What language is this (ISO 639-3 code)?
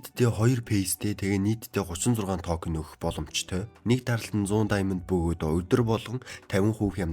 mon